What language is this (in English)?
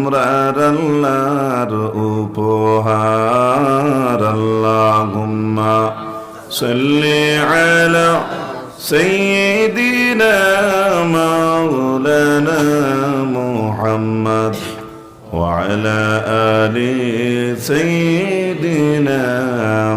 Sylheti